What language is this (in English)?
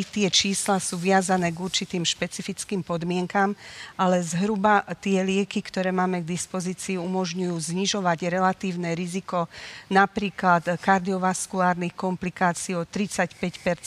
Slovak